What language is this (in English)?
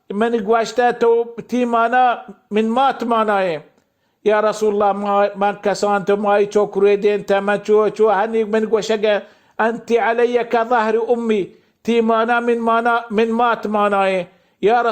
Baluchi